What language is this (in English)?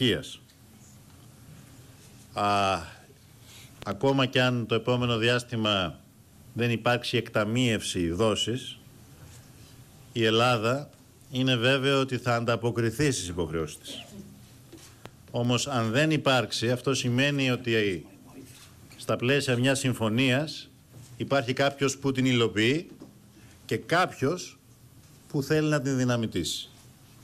Greek